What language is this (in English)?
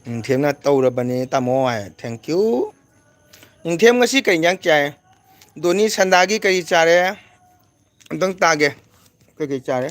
Manipuri